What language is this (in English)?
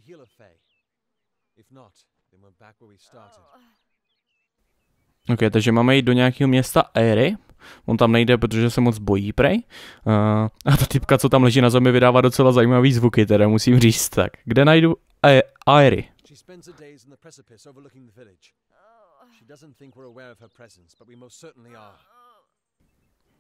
Czech